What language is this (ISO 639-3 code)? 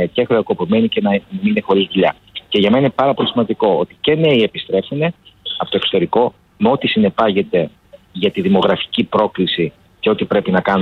ell